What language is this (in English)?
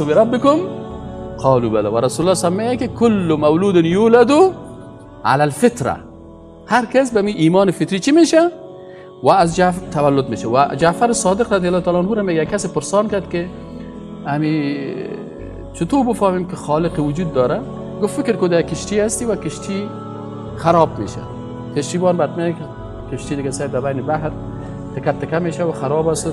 Persian